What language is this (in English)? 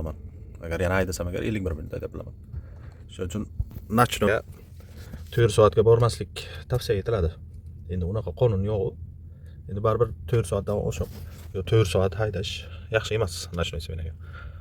Uzbek